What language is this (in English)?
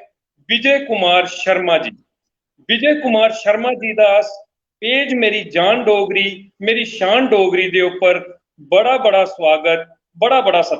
Dogri